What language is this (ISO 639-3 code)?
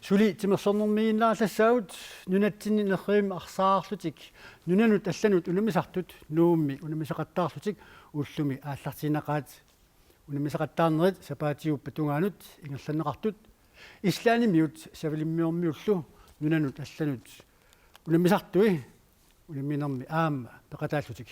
kal